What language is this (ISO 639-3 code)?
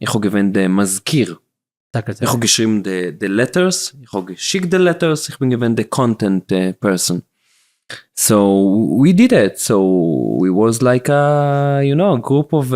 yid